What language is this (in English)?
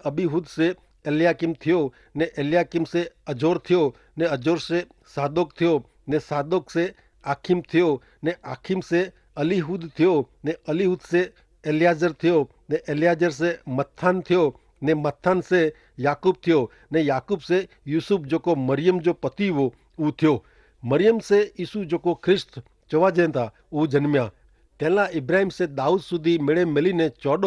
Kachhi